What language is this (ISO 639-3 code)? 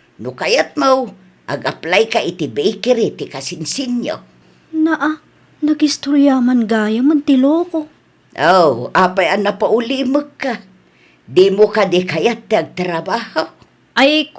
ilo